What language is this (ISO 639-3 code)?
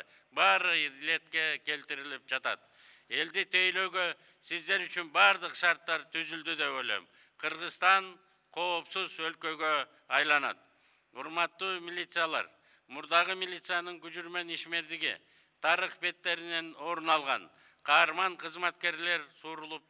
kir